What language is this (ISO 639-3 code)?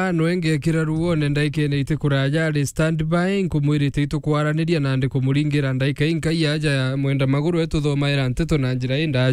mer